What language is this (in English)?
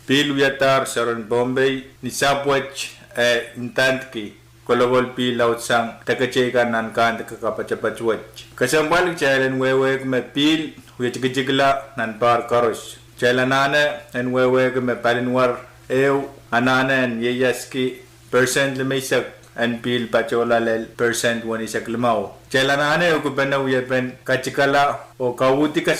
Pohnpeian